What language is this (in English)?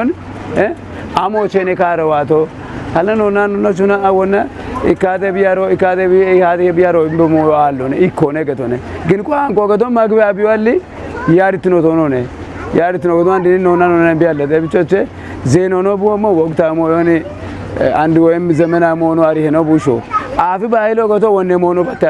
Kafa